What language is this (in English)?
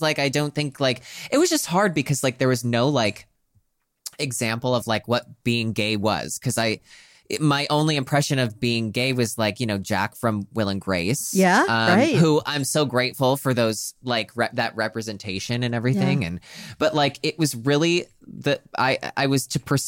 English